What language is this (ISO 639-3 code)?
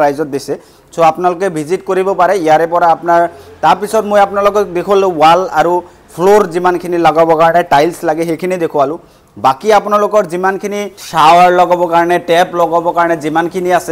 asm